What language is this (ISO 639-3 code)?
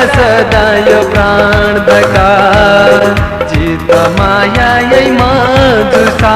new